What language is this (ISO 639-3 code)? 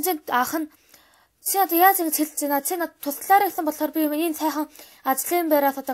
mon